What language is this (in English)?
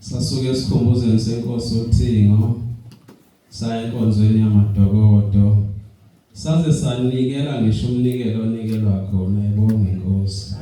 Zulu